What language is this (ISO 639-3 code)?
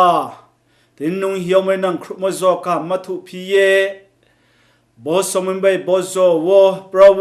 ria